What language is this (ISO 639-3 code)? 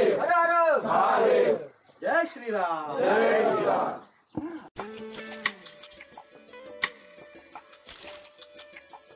mar